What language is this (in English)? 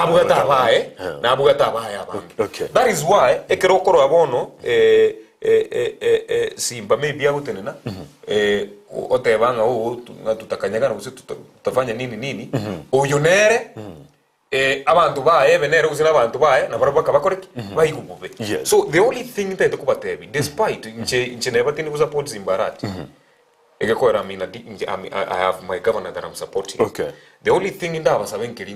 Gusii